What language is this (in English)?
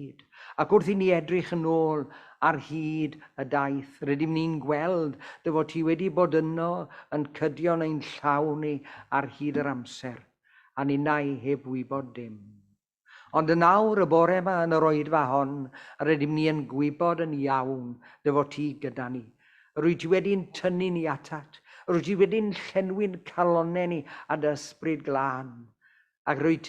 Welsh